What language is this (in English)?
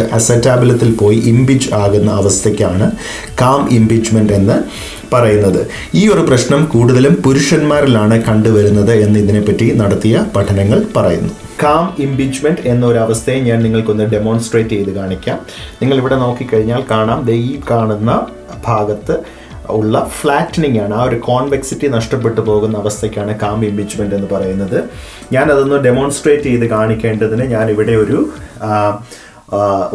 Malayalam